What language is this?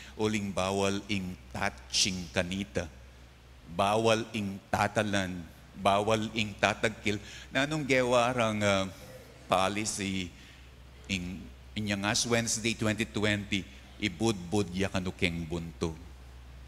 Pampanga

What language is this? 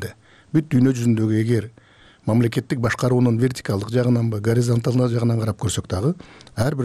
Kyrgyz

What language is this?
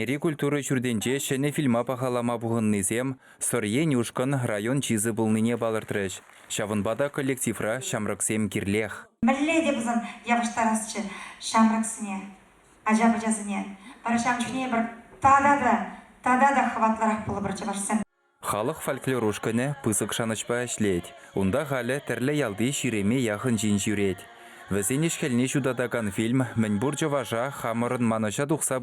Chuvash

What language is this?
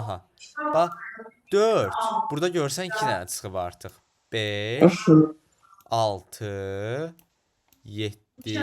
Azerbaijani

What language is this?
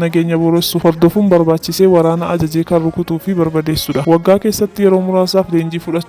Oromo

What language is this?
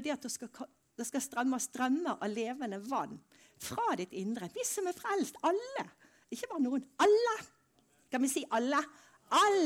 Norwegian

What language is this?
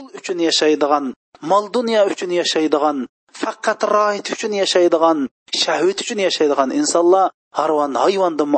Uyghur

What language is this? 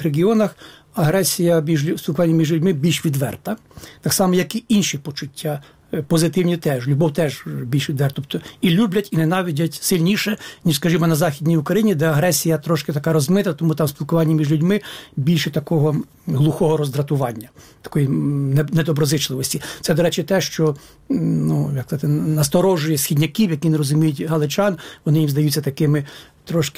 Ukrainian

